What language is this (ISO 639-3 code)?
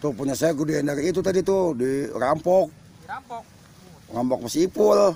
bew